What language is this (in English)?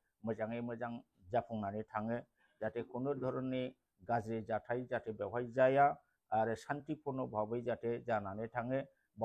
Bodo